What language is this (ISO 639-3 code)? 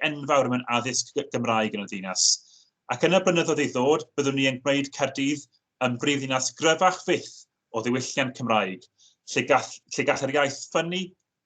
cym